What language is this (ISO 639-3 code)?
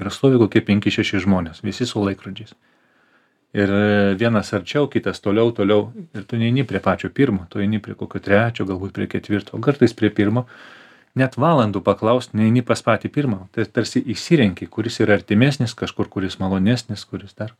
lit